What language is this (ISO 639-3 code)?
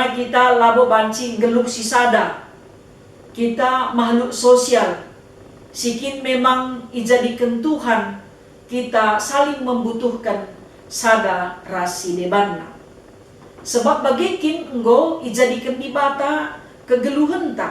btx